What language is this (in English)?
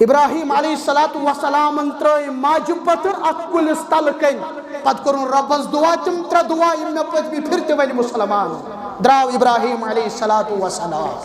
Kashmiri